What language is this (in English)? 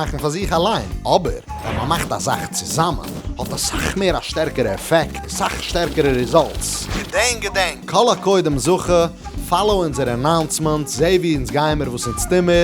Yiddish